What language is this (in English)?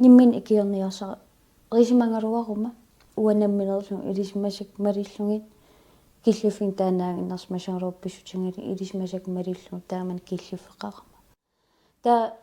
Kalaallisut